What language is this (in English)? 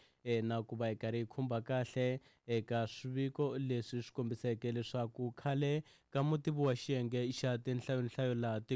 Tsonga